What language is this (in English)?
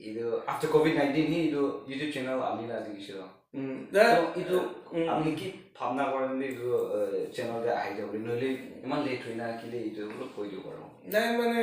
Naga Pidgin